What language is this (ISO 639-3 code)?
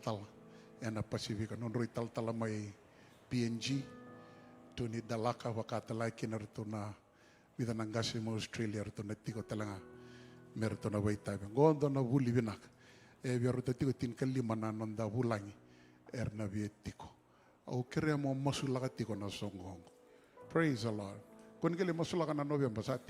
fij